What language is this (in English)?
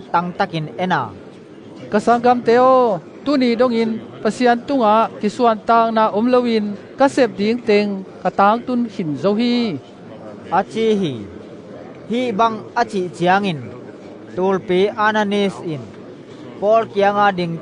Tedim Chin